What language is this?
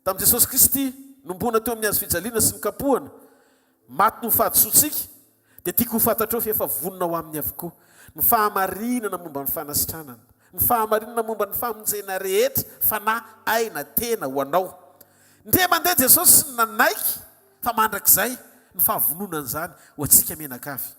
Malagasy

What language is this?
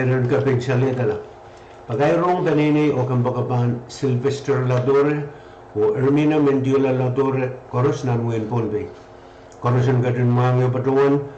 Pohnpeian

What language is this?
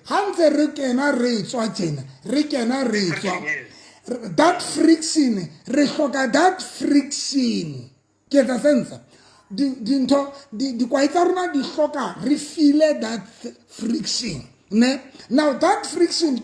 Southern Sotho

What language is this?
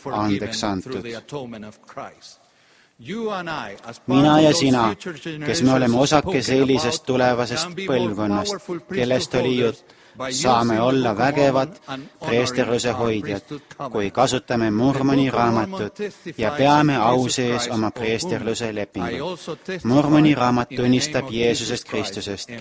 Estonian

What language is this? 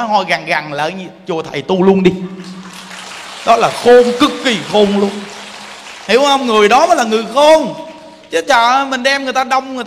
Vietnamese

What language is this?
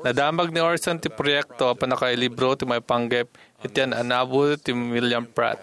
Iloko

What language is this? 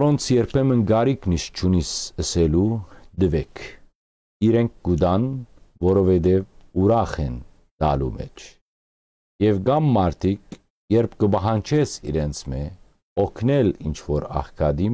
Western Armenian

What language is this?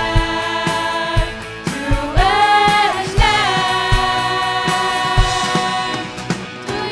Faroese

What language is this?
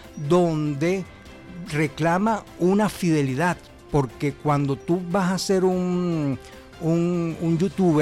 Spanish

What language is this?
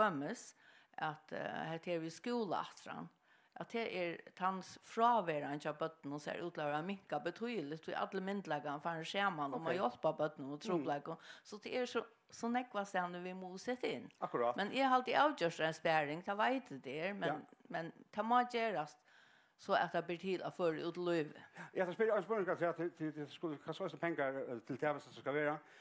Faroese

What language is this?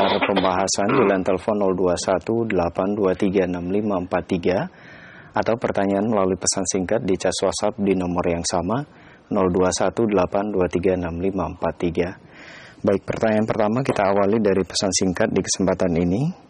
Indonesian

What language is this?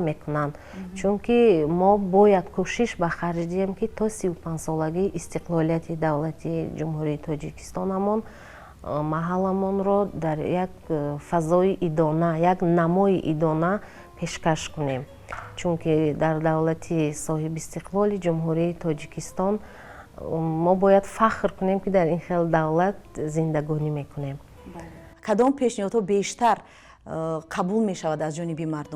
Tajik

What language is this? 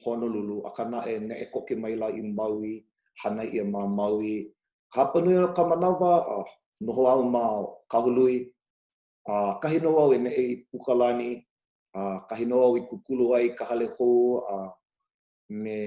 Hawaiian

